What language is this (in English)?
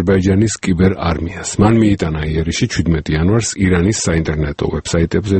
Georgian